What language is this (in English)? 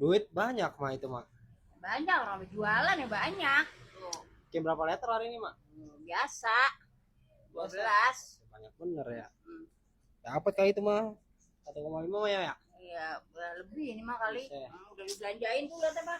Betawi